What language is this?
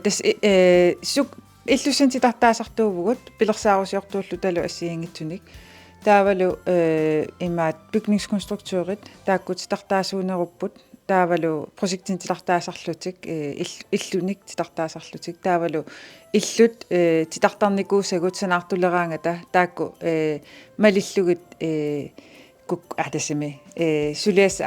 Kalaallisut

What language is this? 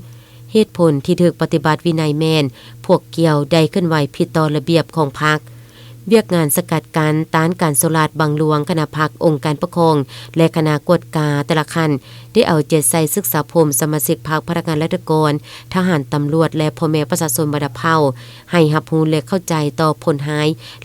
Lao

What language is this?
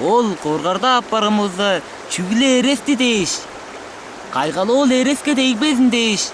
Tuvinian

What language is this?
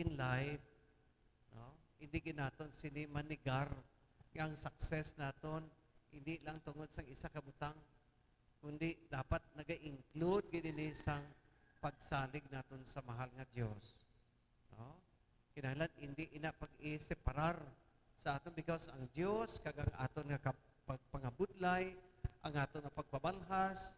Hiligaynon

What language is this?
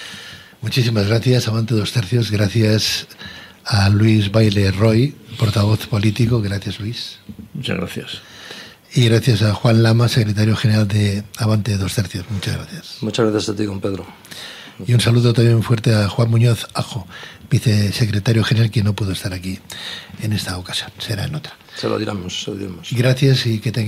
Spanish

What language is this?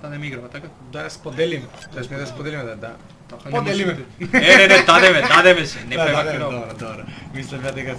Macedonian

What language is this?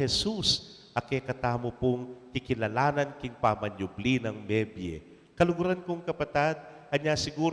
Pampanga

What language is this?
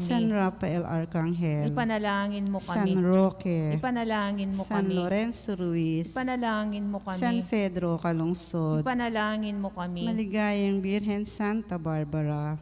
Pampanga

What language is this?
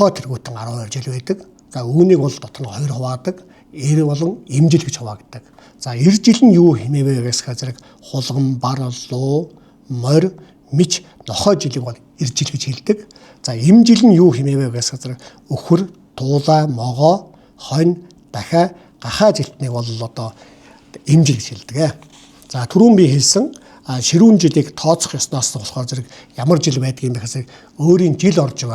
Mongolian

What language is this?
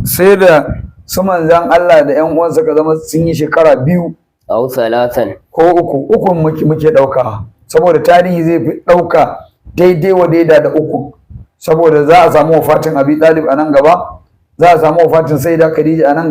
Hausa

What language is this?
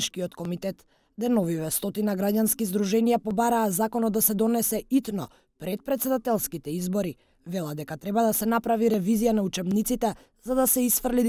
Macedonian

